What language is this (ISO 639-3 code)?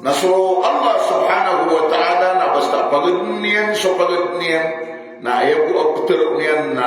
mrw